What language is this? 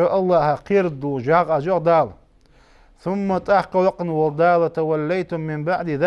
Ingush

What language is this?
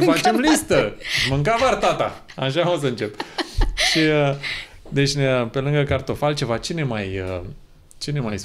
Romanian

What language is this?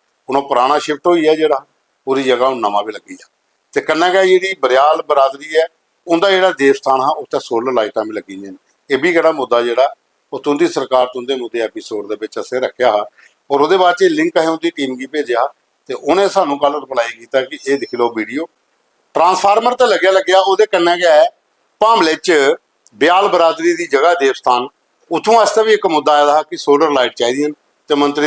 Dogri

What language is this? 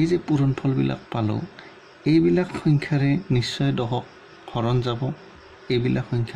Assamese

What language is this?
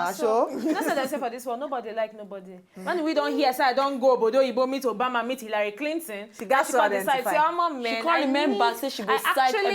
Nigerian Pidgin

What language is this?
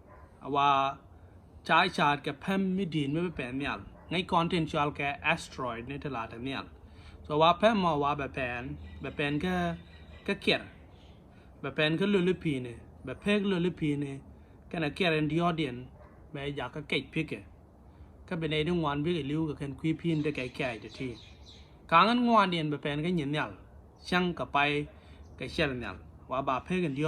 Nuer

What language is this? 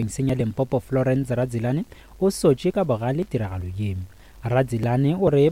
Northern Sotho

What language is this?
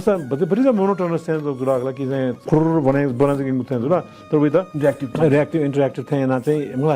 Newari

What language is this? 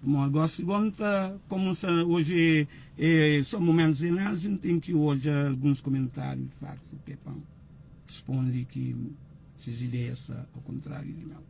Kabuverdianu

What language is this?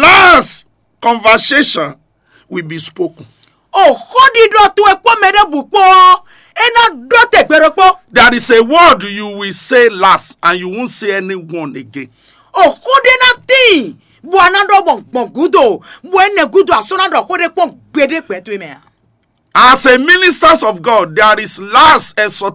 Fon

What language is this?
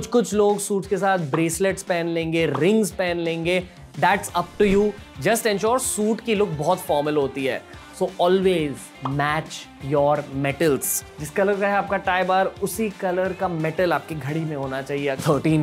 Hindi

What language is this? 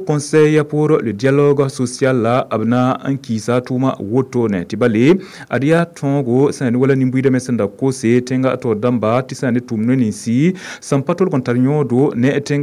Mossi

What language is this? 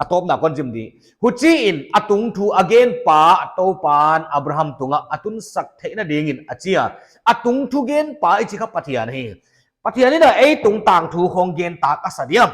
Paite Chin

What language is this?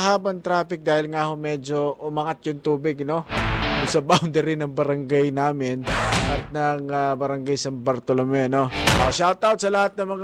Filipino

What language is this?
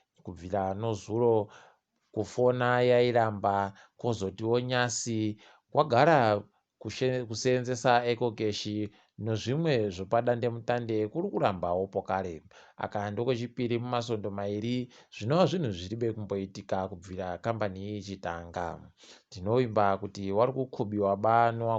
Ndau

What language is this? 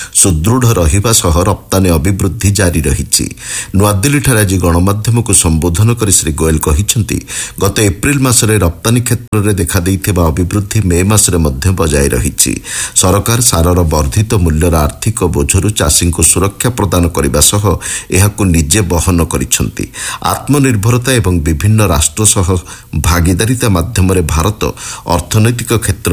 Odia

